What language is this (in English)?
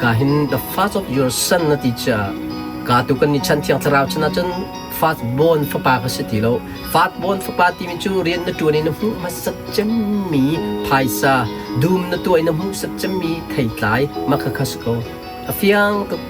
Hakha Chin